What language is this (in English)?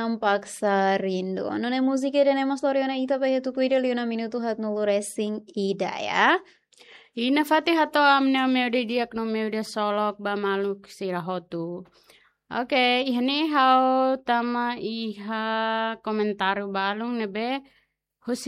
Tetum